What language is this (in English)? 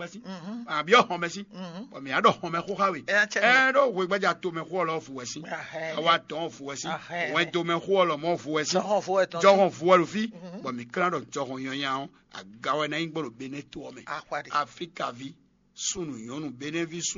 Fon